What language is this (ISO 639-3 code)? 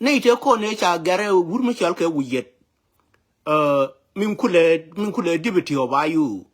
nus